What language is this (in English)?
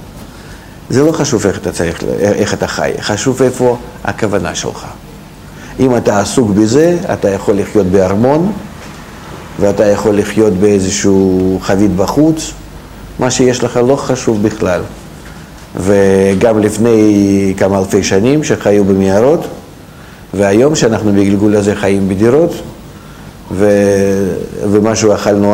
Hebrew